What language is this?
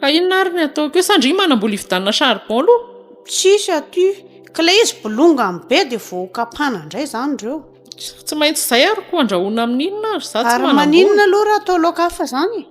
Malagasy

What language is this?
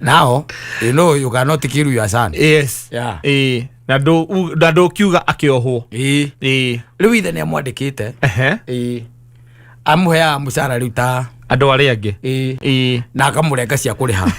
Kikuyu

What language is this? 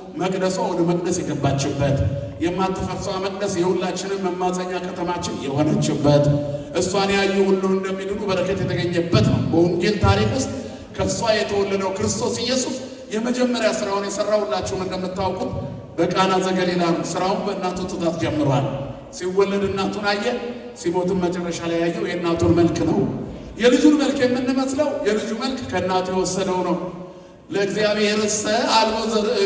Amharic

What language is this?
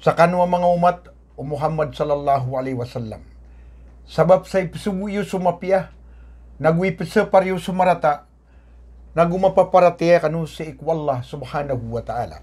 Maranao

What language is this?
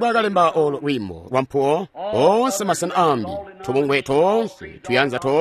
Tonga (Zambia)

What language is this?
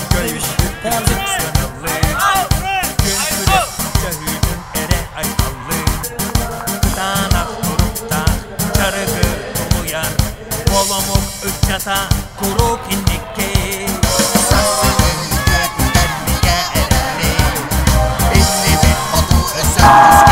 Yakut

